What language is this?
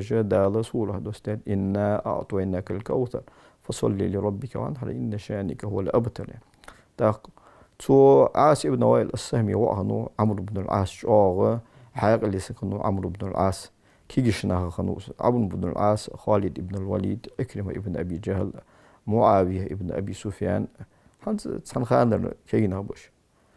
Ingush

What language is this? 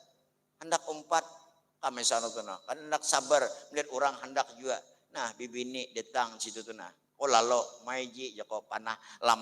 Banjar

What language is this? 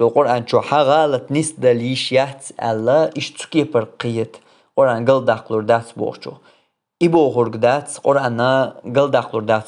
Chechen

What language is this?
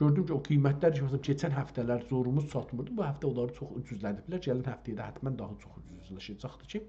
South Azerbaijani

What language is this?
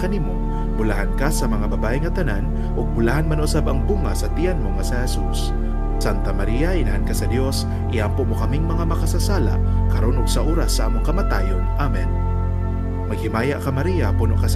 Cebuano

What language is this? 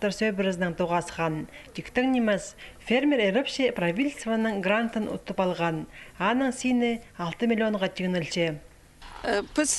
Khakas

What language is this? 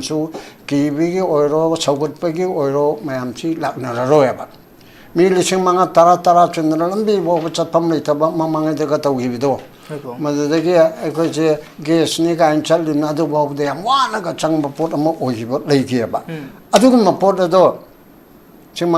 Manipuri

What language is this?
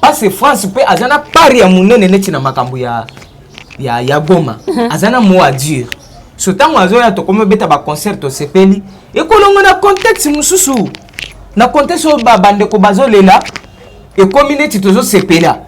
Lingala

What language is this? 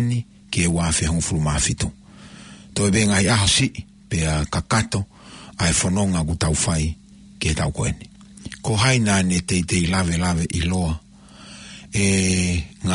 Tongan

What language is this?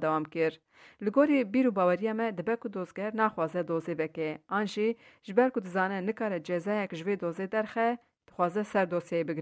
Kurdish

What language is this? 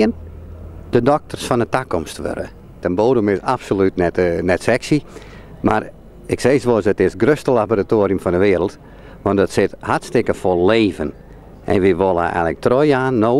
Western Frisian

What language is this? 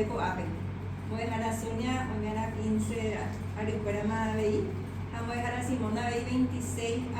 Guarani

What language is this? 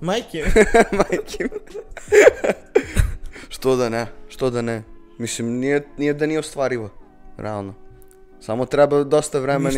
Serbian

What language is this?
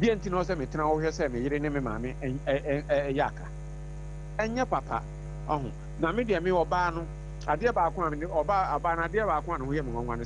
Akan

